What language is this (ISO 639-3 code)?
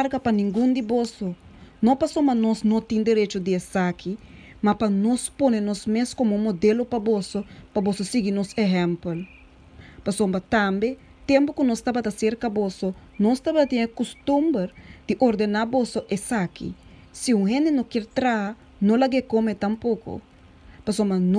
pap